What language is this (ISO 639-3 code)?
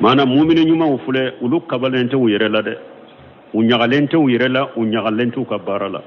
bam